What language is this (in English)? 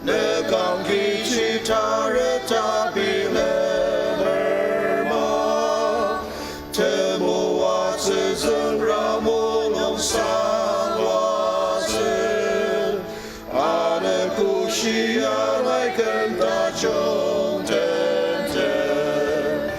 Ao Naga